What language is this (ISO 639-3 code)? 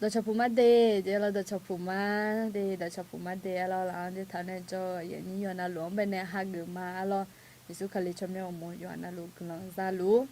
ahk